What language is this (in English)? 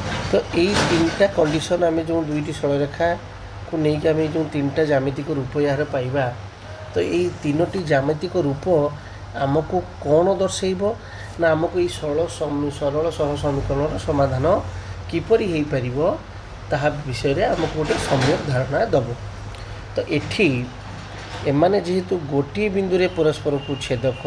Odia